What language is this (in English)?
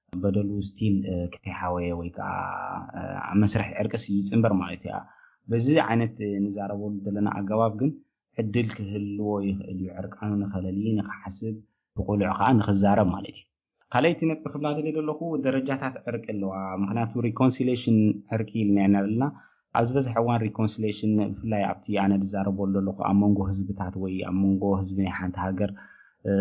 Tigrinya